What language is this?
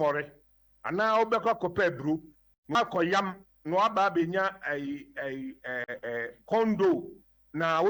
Akan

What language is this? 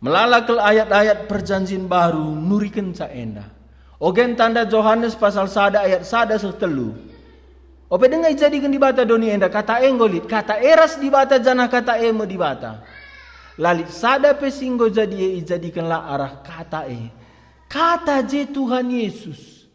Batak Karo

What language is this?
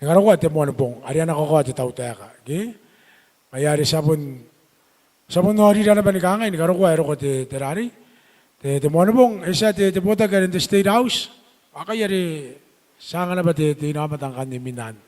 Gilbertese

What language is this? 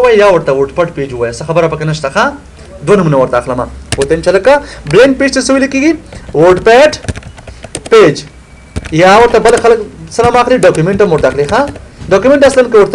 Pashto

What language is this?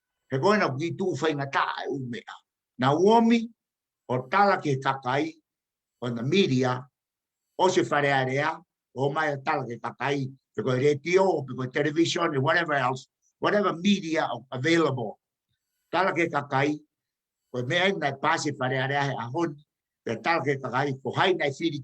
Tongan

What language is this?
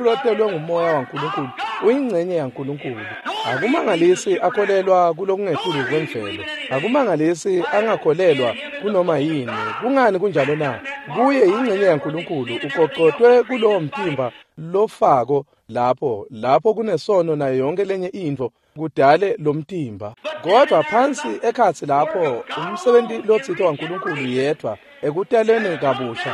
Swati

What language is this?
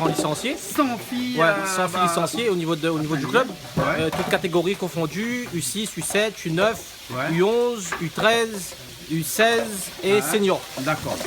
Réunion Creole French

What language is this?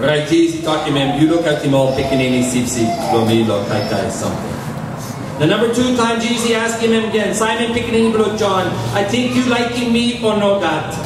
Tok Pisin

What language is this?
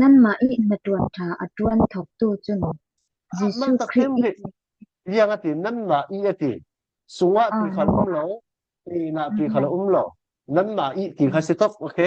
Falam Chin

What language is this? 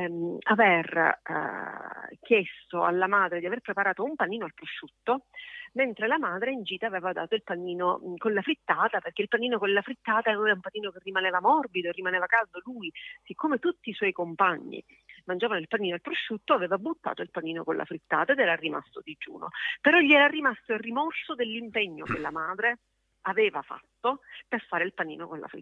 Italian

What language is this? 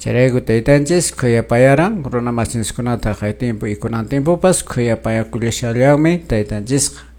Quechua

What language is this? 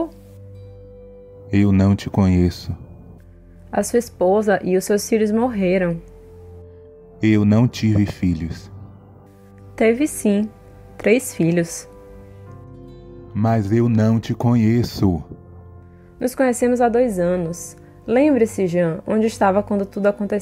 Portuguese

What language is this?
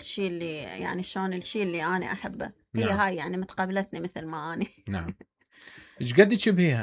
Mesopotamian Arabic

